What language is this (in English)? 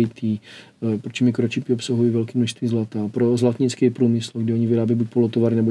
Czech